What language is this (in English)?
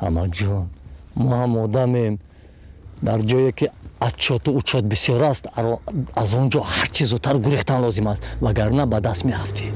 Tajik